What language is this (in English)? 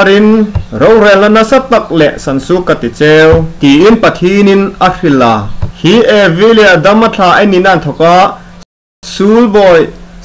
Hmar